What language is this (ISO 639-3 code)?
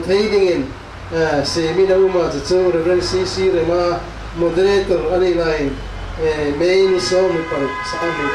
hmr